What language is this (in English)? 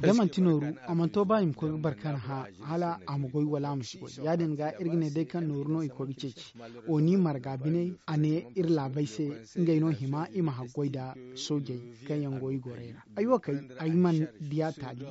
Zarma